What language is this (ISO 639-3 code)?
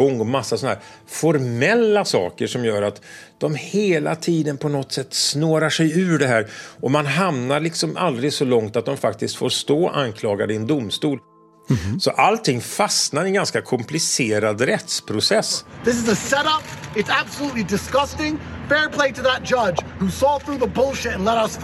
swe